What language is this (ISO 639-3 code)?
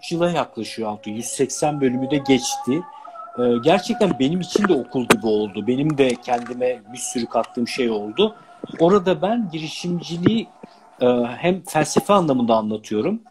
tur